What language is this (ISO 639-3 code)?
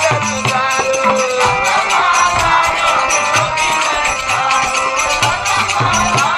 hin